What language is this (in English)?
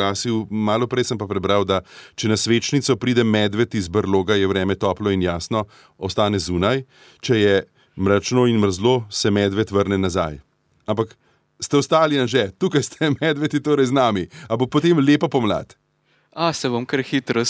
Slovenian